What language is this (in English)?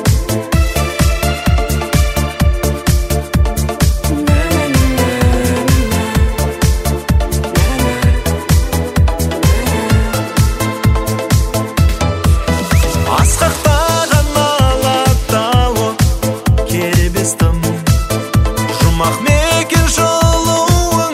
Kazakh